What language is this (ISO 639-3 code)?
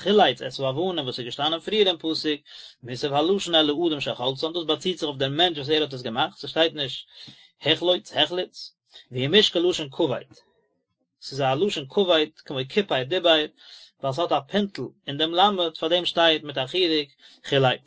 yid